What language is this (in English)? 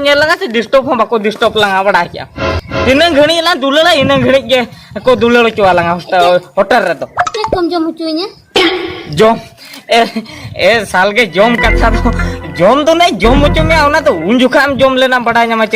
Santali